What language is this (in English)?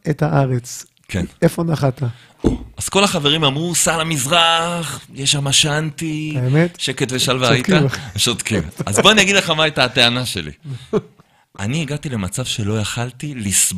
Hebrew